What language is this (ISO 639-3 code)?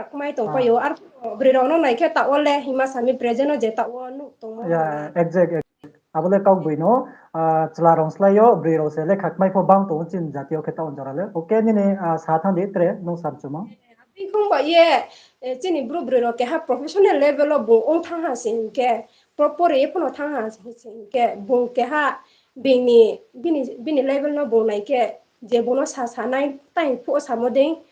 ria